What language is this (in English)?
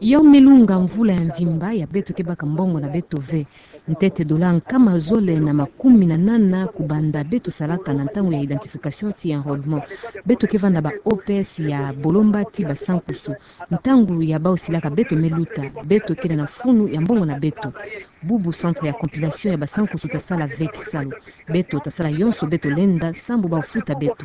Kituba (Democratic Republic of Congo)